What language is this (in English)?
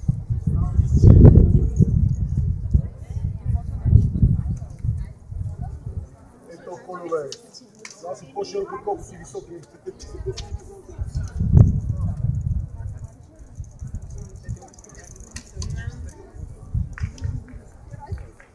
Bulgarian